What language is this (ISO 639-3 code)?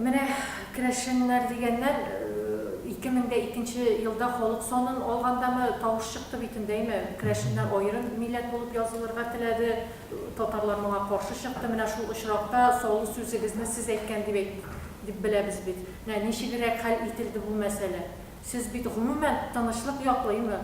tat